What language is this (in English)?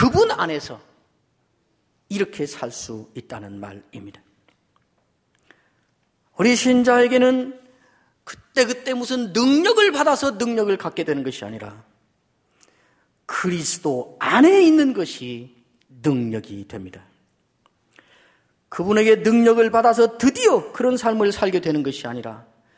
Korean